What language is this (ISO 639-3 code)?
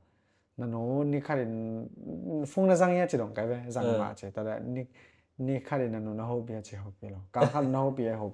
ctd